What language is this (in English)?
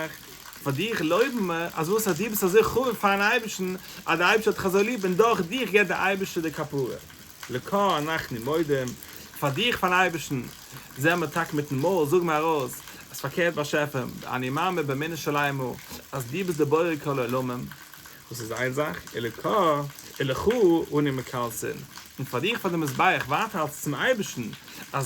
Yiddish